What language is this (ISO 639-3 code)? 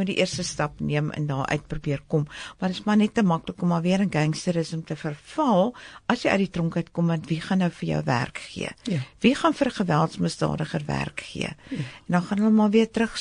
afr